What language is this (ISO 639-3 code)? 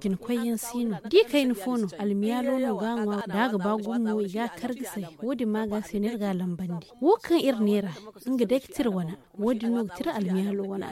dje